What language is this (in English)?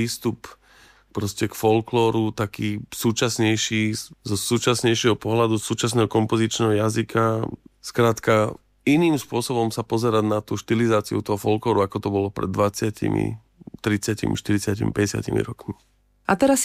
Slovak